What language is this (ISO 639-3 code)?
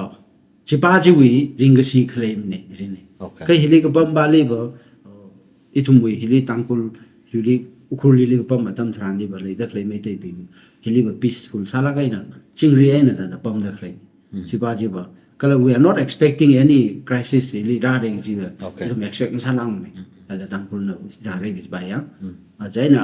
nmf